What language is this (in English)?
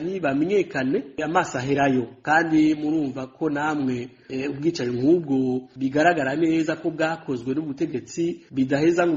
Rundi